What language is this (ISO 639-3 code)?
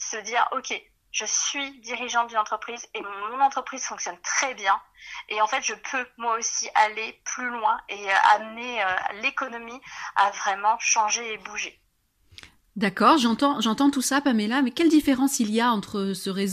fra